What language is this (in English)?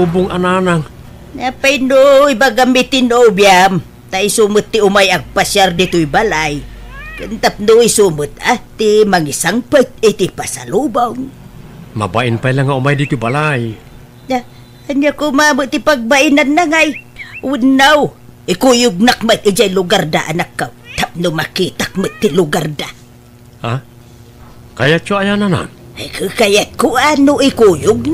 Iloko